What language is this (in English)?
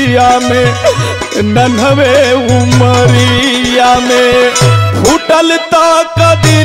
Bhojpuri